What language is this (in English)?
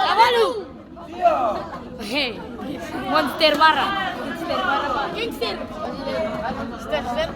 Ambonese Malay